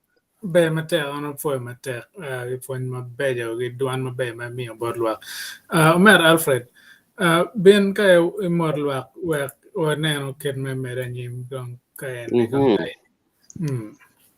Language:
Acoli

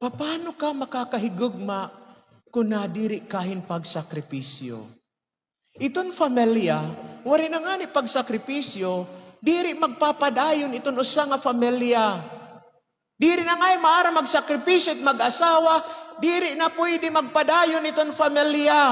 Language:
Waray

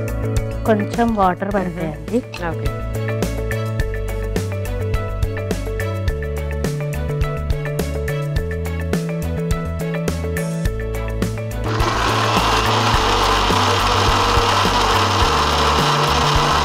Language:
Telugu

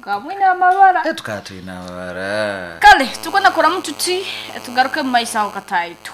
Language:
Nyoro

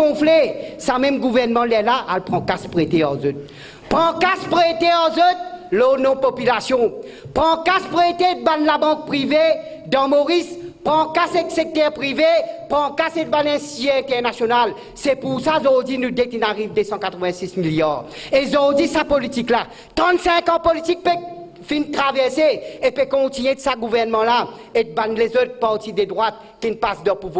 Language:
Morisyen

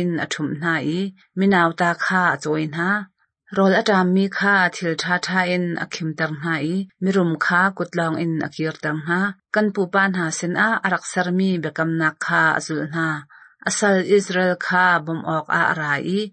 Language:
Hakha Chin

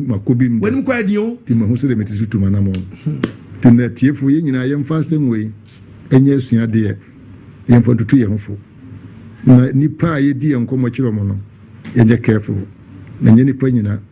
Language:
Akan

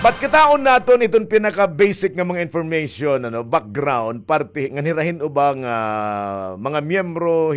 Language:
Waray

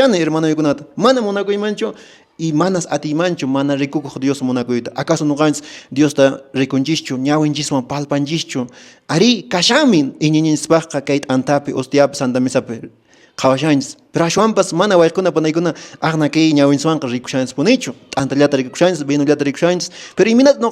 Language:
Quechua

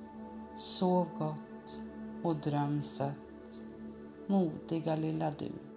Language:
Swedish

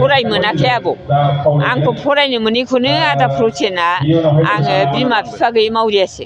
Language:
Bodo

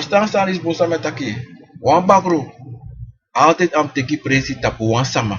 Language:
Sranan Tongo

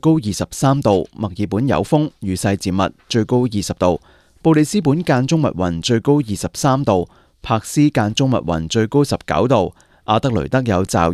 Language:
Cantonese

